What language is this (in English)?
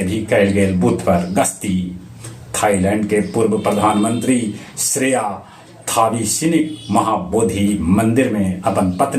Magahi